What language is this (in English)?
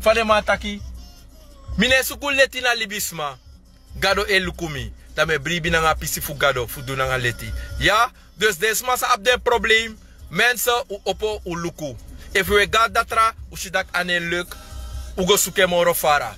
Sranan Tongo